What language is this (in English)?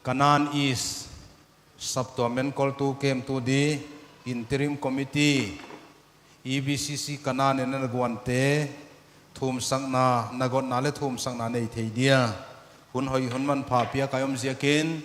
Paite Chin